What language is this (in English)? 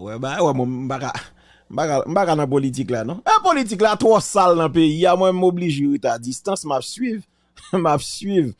Haitian Creole